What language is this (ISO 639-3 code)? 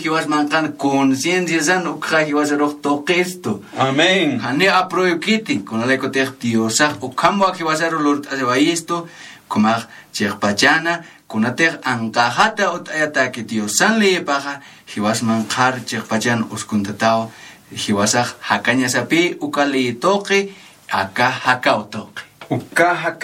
aym